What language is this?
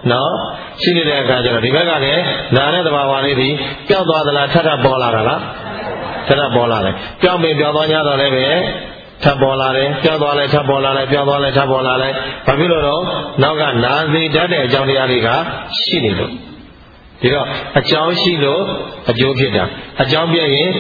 Burmese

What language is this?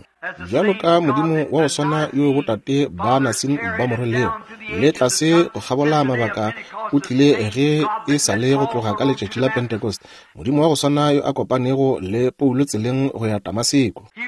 Northern Sotho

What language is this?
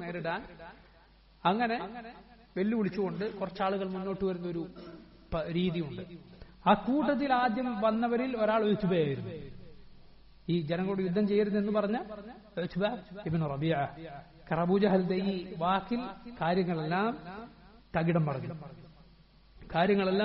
Malayalam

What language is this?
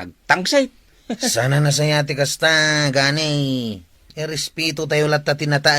Iloko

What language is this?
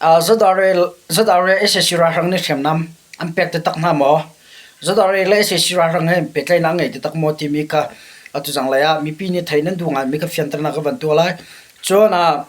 Hakha Chin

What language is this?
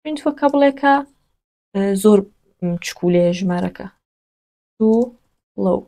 Central Kurdish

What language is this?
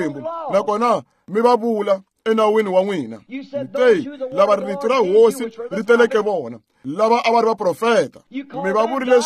Tsonga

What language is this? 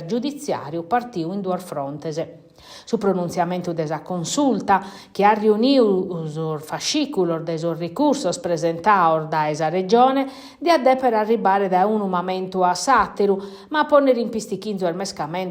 Sardinian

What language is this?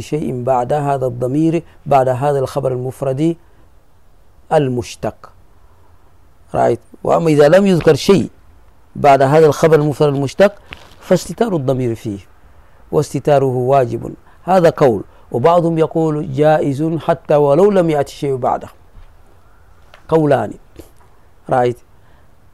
Arabic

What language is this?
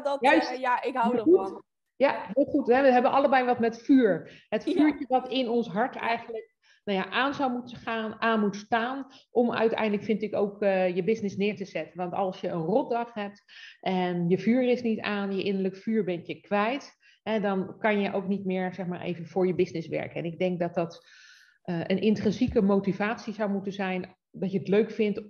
Dutch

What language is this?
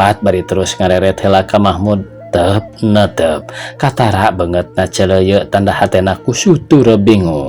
Sundanese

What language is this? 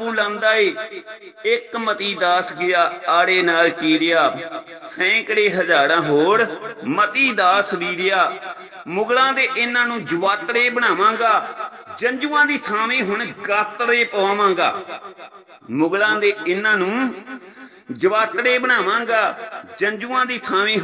Punjabi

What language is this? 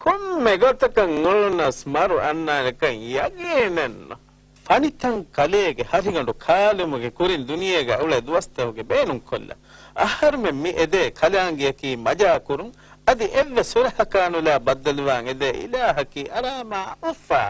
Divehi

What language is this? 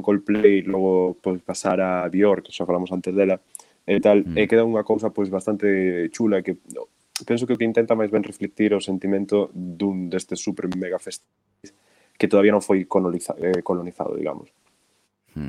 Galician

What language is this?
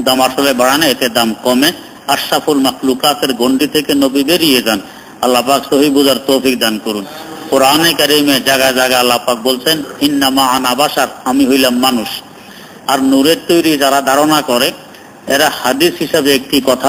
Bangla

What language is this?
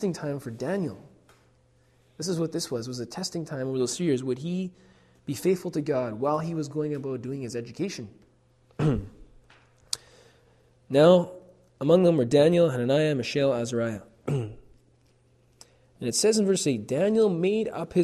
English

